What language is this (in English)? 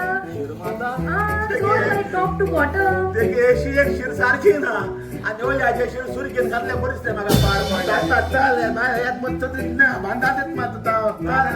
Konkani